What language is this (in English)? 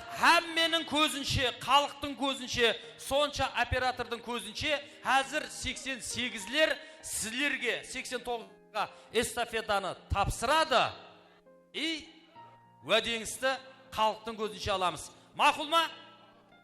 Kara-Kalpak